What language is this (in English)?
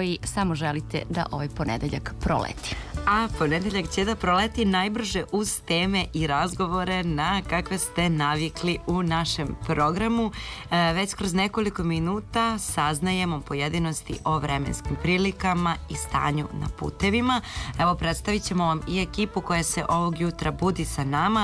Serbian